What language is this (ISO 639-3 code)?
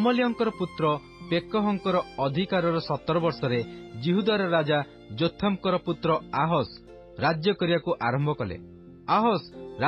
ori